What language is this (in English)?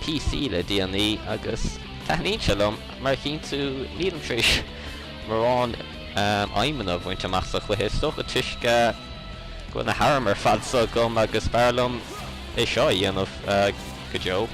Irish